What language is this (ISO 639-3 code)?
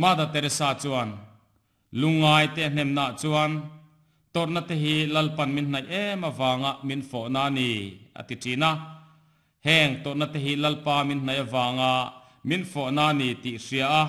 lus